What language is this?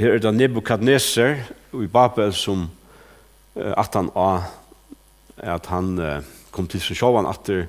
Faroese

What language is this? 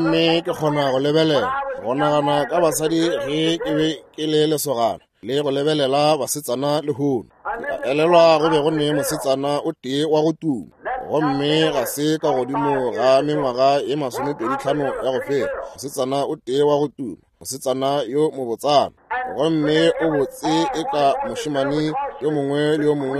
Northern Sotho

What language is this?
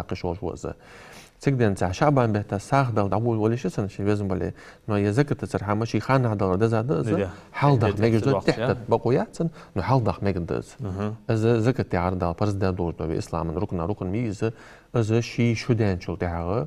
Ingush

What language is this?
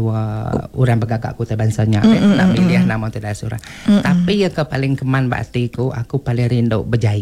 Iban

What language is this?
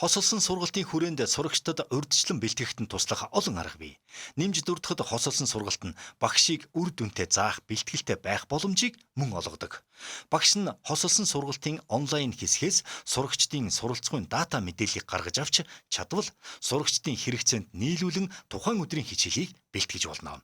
Mongolian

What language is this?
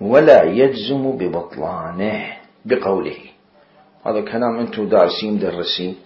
Mesopotamian Arabic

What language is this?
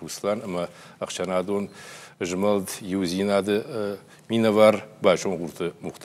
Ossetic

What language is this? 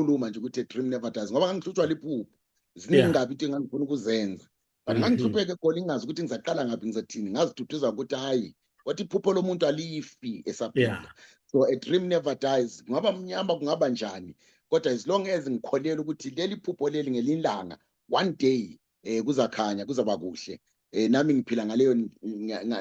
Zulu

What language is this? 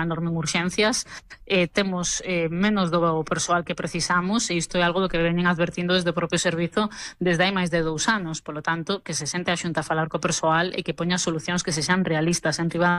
Galician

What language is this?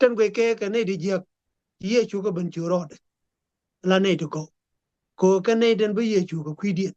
Nuer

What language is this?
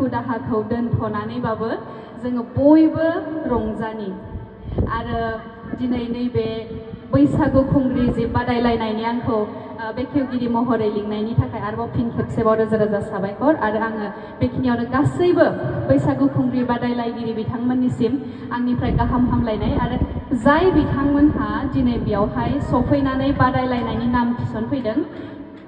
Bodo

